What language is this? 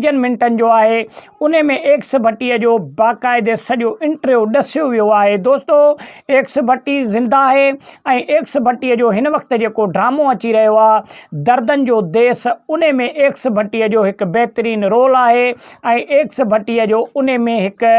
Sindhi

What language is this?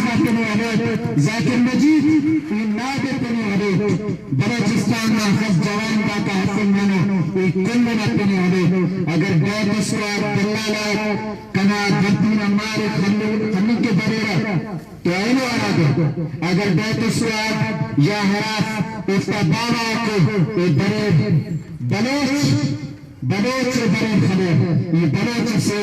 Brahui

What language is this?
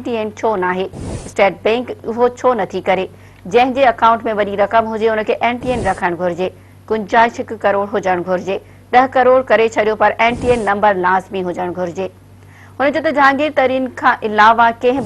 Sindhi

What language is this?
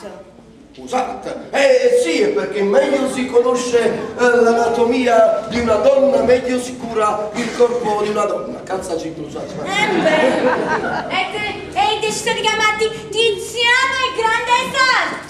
Neapolitan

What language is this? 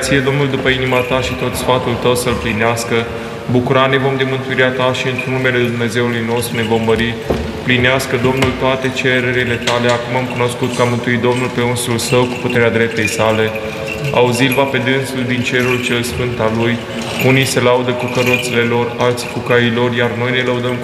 Romanian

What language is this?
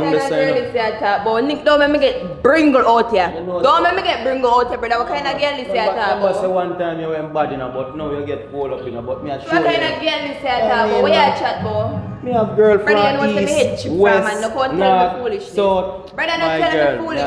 Jamaican Creole English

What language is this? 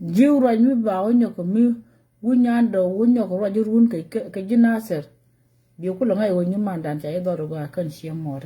Nuer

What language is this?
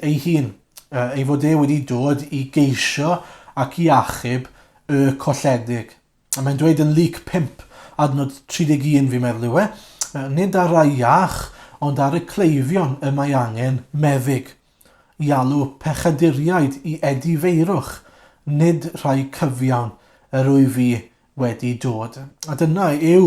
Welsh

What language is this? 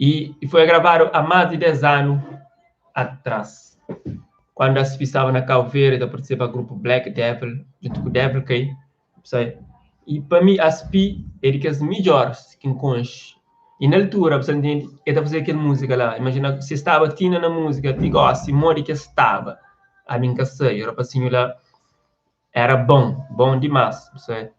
Kabuverdianu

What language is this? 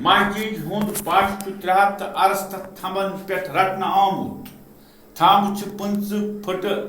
Kashmiri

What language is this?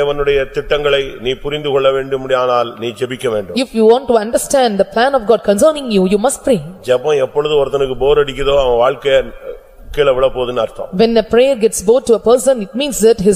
Tamil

